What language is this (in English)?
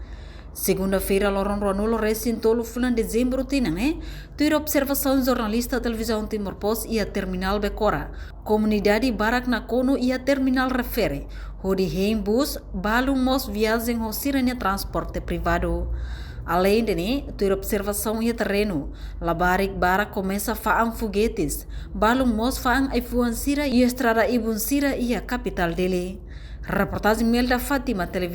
Tetum